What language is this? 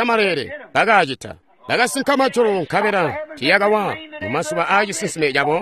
Tonga (Zambia)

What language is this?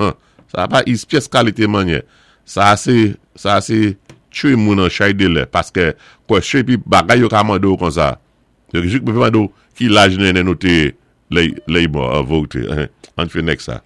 Saint Lucian Creole French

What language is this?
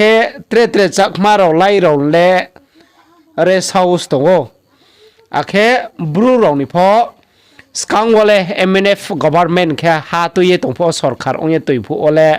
Riang (India)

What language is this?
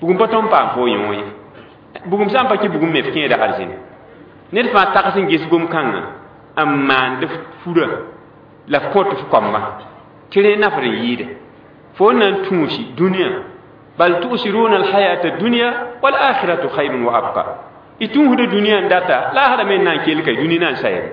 Mossi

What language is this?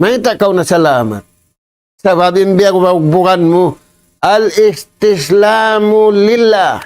Tausug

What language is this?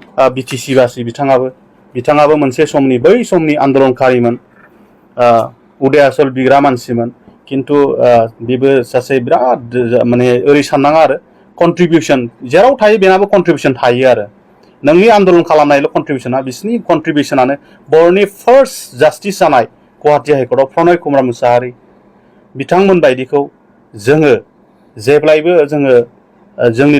Bodo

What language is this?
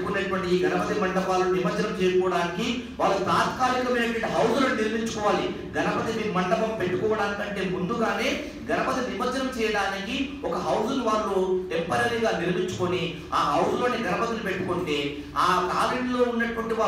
Telugu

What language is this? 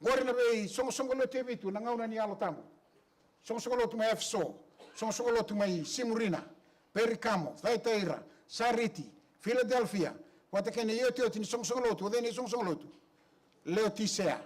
Fijian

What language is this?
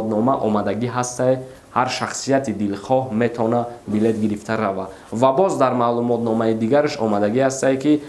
Tajik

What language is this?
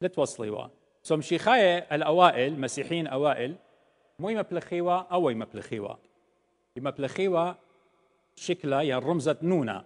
Assyrian Neo-Aramaic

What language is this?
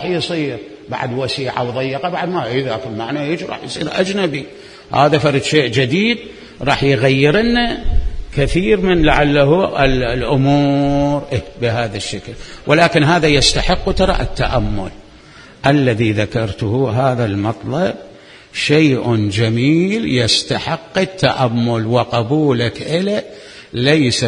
Mesopotamian Arabic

